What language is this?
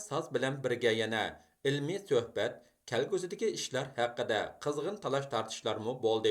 Uyghur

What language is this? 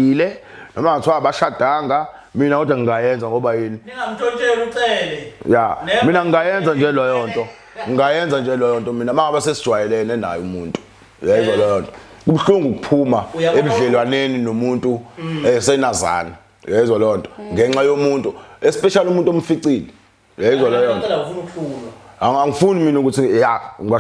Zulu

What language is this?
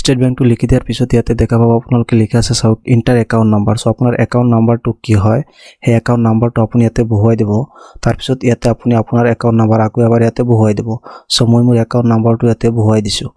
Assamese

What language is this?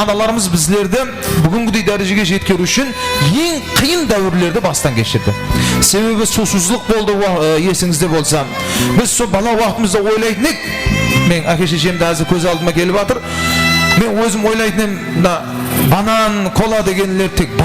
Kara-Kalpak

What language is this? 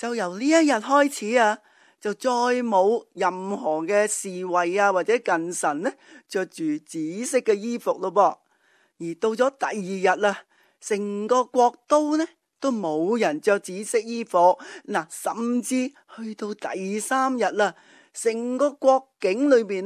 Cantonese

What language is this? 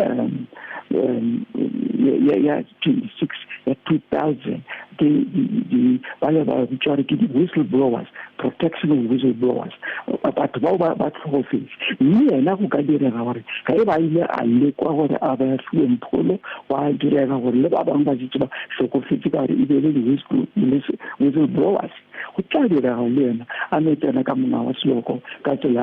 Northern Sotho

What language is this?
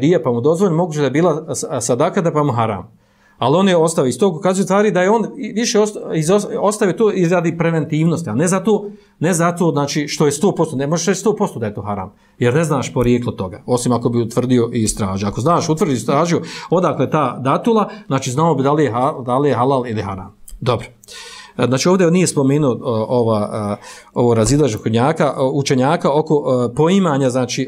Bosnian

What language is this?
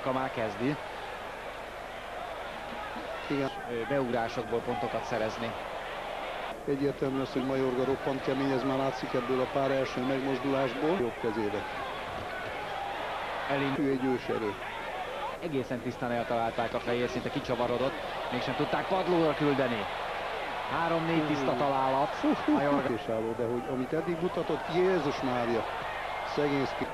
Hungarian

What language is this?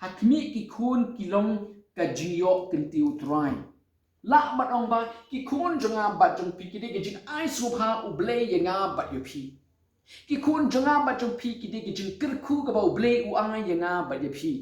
Khasi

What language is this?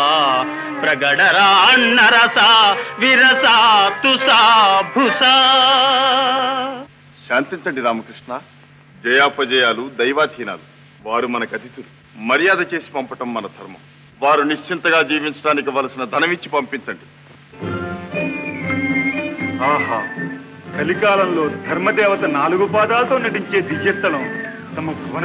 Telugu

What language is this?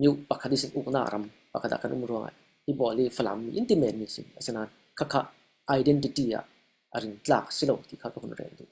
Falam Chin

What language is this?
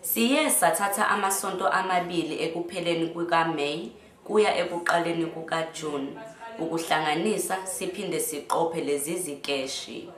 Zulu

